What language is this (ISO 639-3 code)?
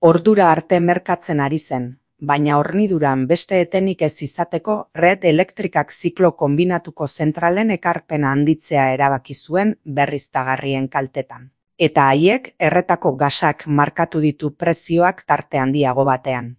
eus